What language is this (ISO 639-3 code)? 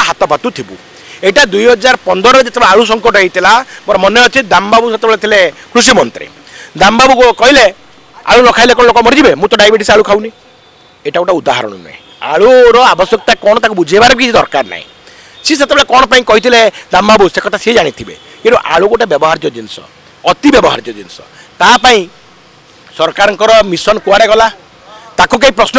ori